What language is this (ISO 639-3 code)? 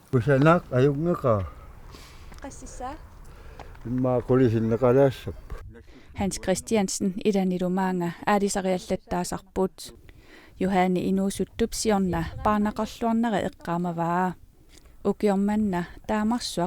kal